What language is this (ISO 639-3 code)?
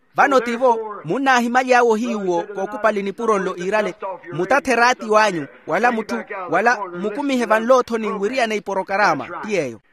vmw